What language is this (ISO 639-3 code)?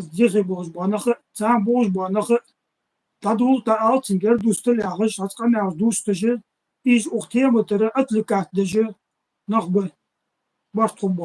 inh